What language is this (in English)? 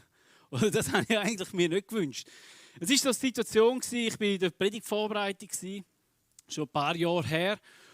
Swiss German